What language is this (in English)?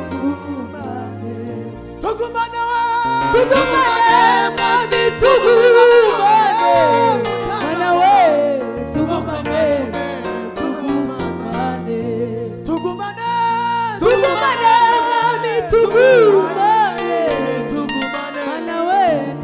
Kinyarwanda